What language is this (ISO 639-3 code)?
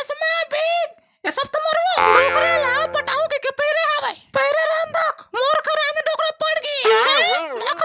hne